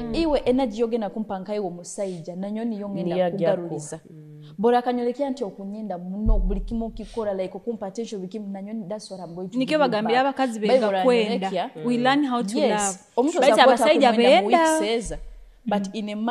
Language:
Nyoro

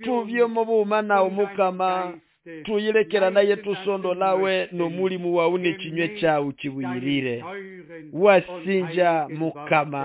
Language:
Nande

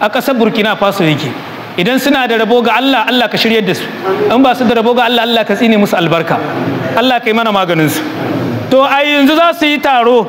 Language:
Hausa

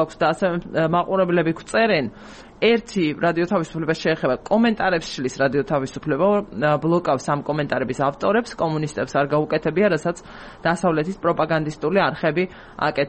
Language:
Georgian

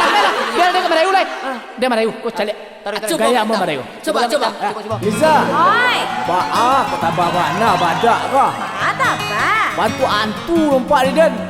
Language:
Minangkabau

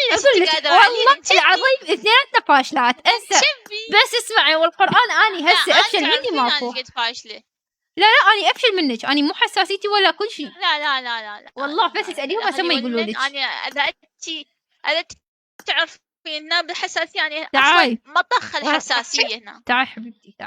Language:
Mesopotamian Arabic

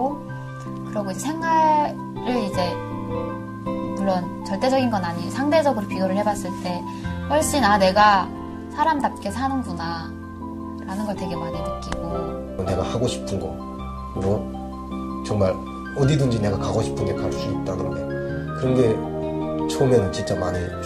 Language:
Korean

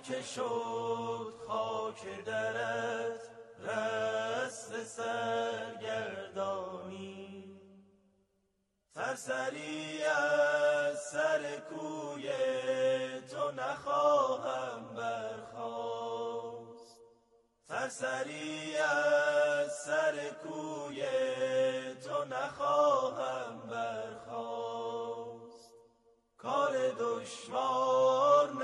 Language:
Persian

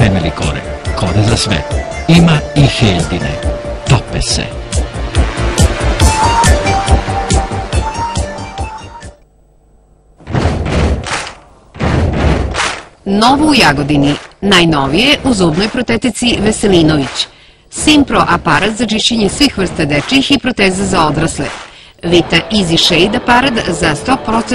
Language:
Serbian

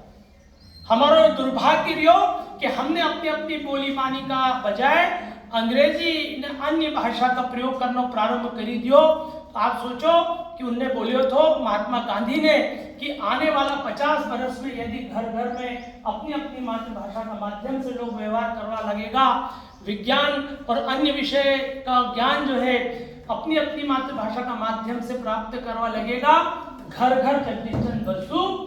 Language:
Rajasthani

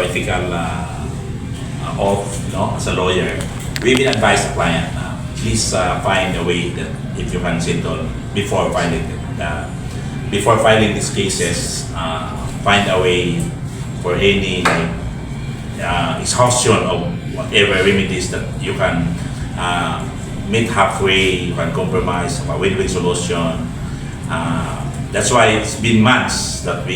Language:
Cebuano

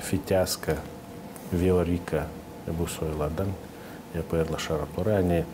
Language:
Gagauz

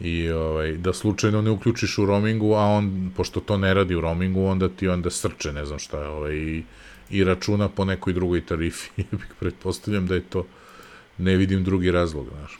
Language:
Serbian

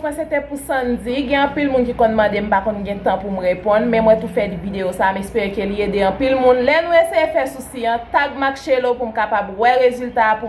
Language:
Haitian Creole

